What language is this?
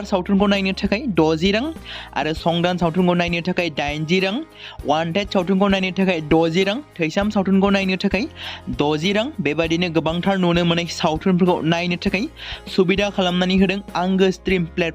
Bodo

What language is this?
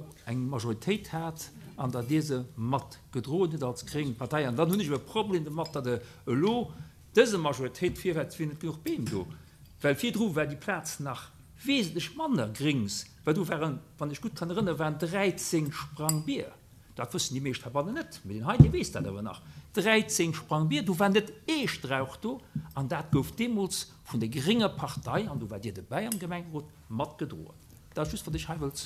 Luxembourgish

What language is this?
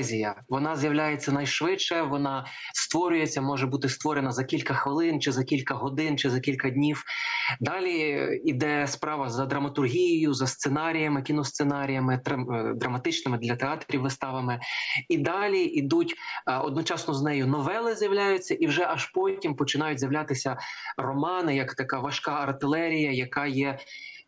Ukrainian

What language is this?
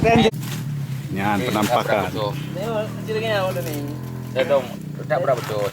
Achinese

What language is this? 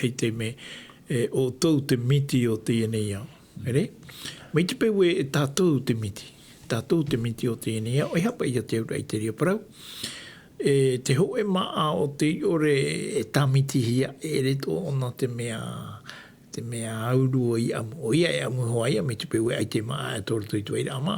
Tahitian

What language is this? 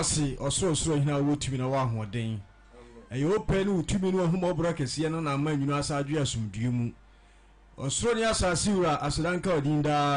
Akan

